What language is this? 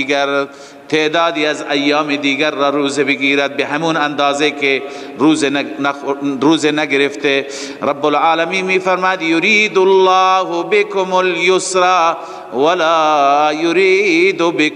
Persian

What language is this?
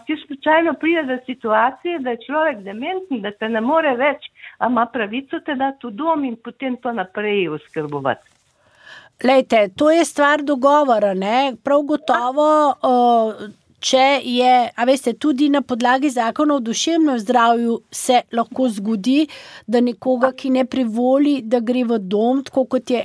Slovenian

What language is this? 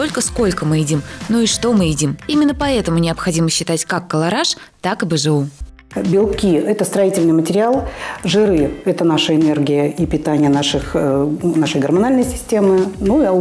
Russian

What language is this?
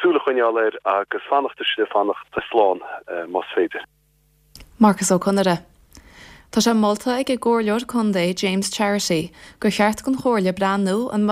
Irish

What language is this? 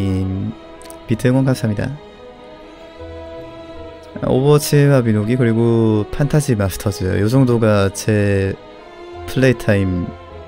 Korean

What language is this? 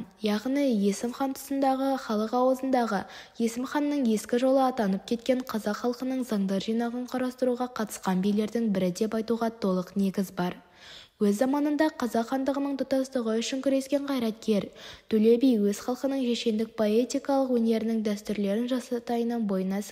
Kazakh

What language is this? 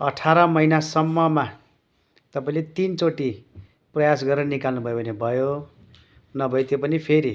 Nepali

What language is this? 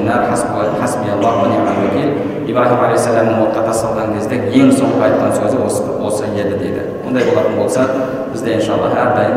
Kazakh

